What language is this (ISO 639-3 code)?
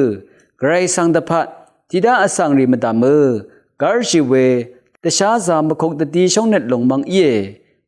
raw